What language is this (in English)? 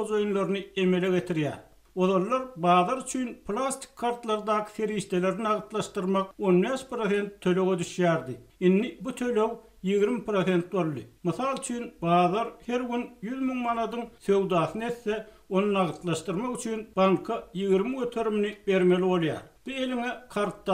Turkmen